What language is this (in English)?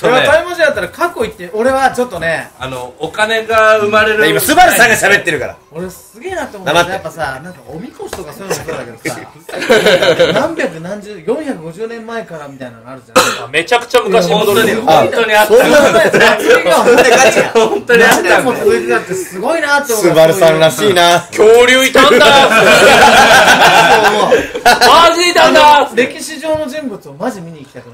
Japanese